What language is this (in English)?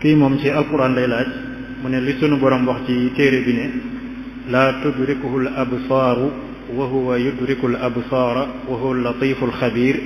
Wolof